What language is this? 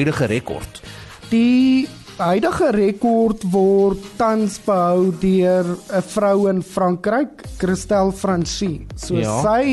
Afrikaans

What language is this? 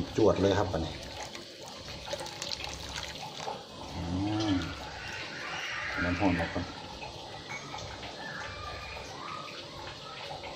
Thai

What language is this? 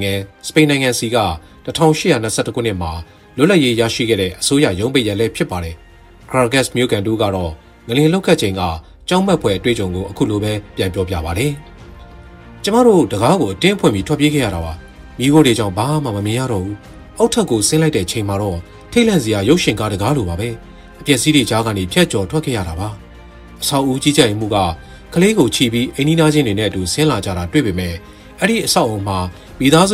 Burmese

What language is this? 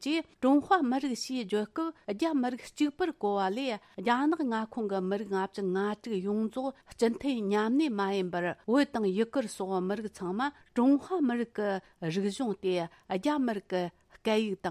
Tibetan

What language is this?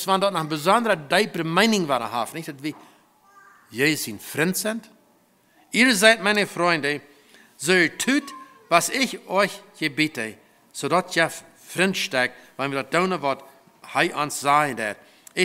Plautdietsch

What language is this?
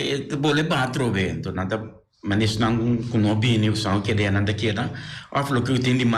Papiamento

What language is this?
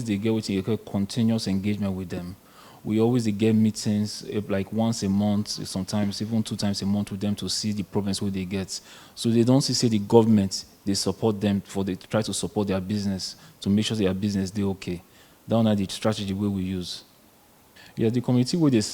Nigerian Pidgin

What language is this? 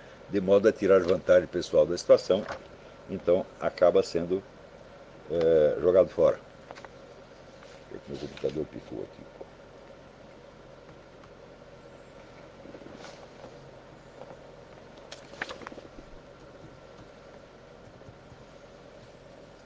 Portuguese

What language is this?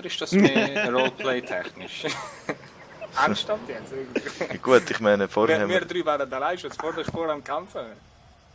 Swiss German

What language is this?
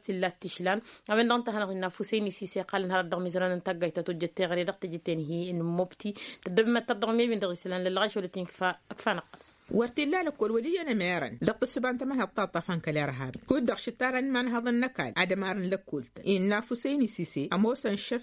Tamasheq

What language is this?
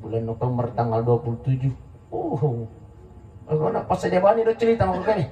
Buginese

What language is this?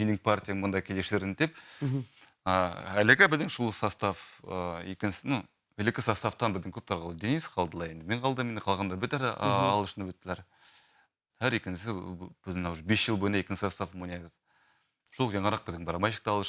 Bashkir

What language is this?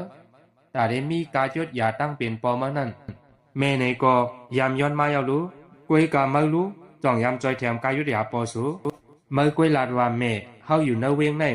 Shan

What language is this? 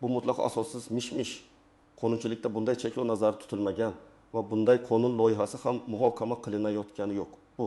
Uzbek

